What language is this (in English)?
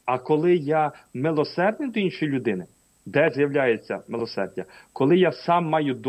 Ukrainian